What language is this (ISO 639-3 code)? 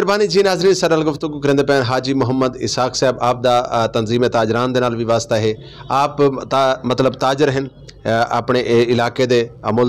skr